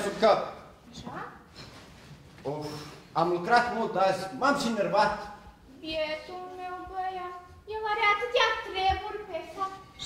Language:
Romanian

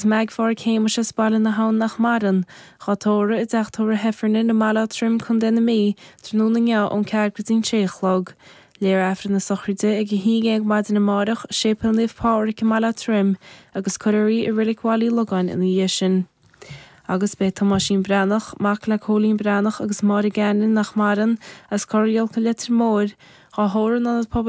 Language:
Irish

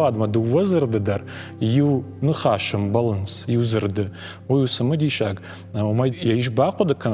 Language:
Ossetic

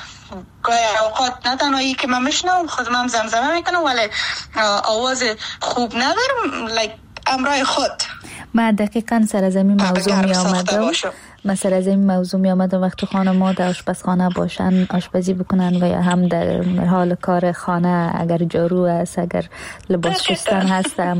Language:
Persian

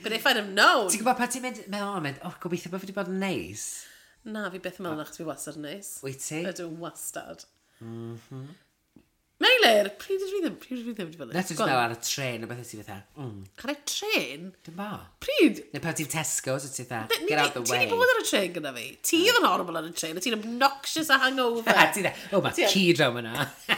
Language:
Welsh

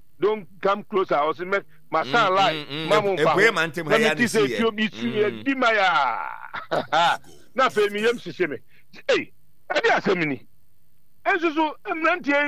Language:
Akan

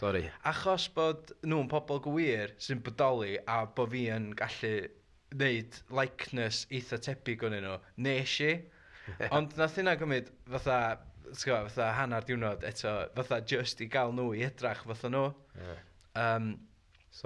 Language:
Welsh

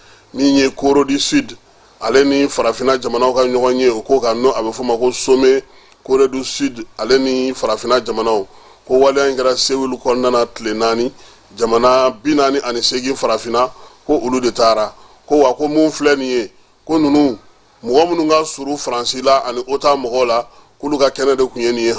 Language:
Bambara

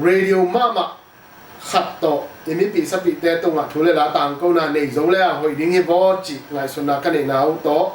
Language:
Tedim Chin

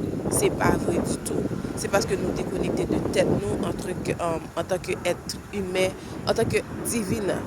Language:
Haitian Creole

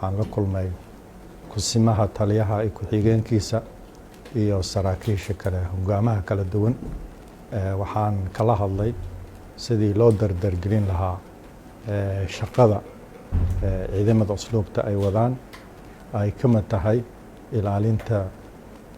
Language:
Somali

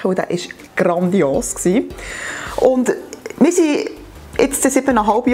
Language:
Swiss German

